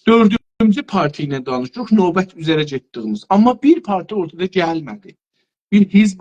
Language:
South Azerbaijani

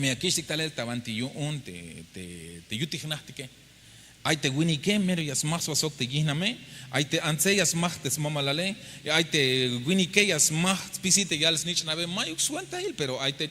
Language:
Tzeltal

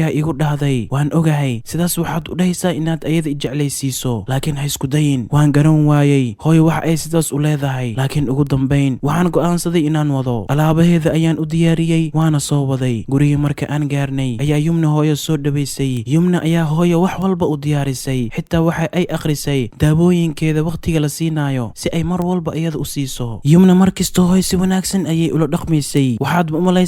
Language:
Somali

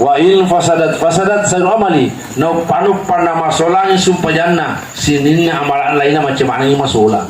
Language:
Buginese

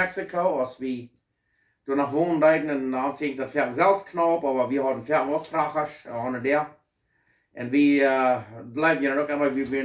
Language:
Plautdietsch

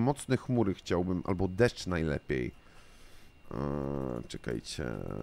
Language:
Polish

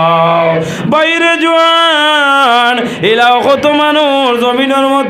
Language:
Sylheti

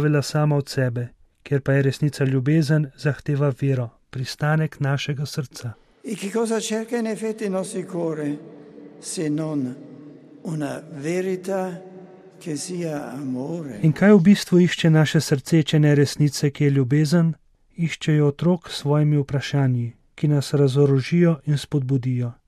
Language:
Slovenian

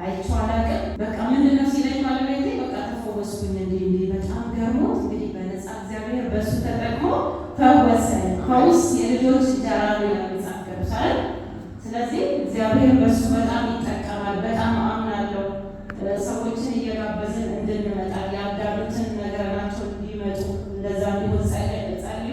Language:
Amharic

